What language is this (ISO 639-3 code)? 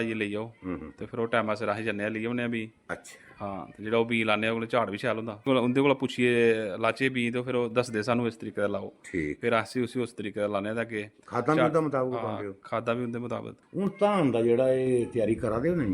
doi